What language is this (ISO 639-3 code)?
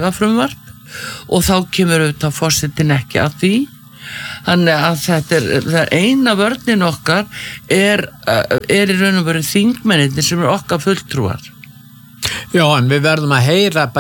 isl